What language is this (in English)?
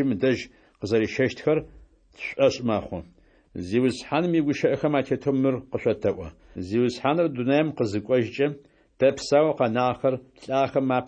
Adyghe